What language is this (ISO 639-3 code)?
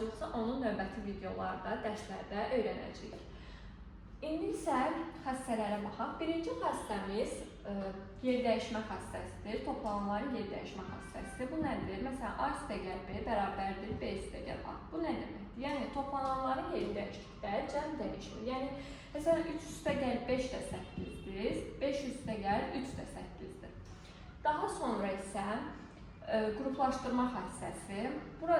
aze